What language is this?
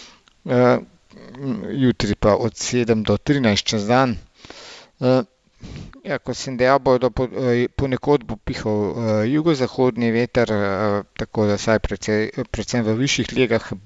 Slovenian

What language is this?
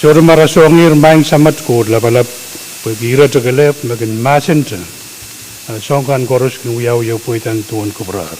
Pohnpeian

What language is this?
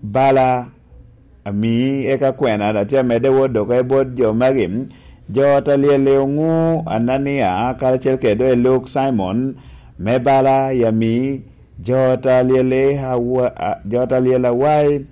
Lango (Uganda)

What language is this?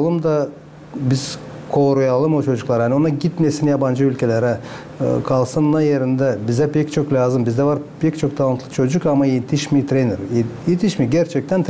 Gagauz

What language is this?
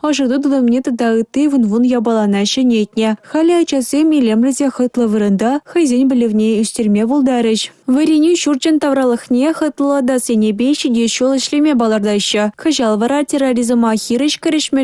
Chuvash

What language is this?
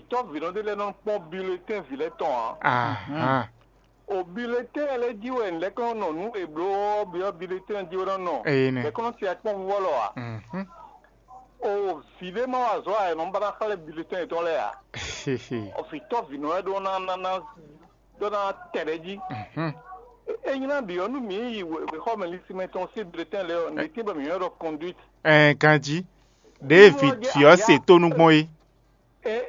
Fon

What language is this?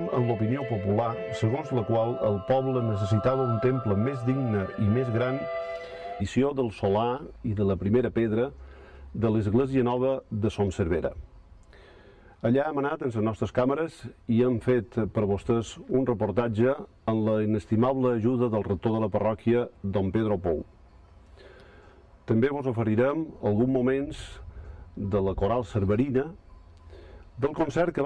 Catalan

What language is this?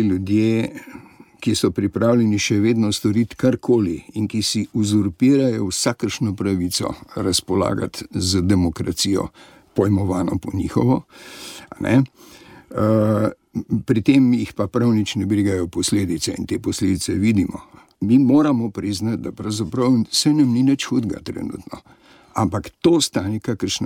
Slovenian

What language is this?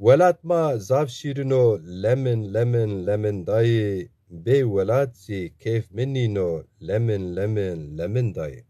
Zaza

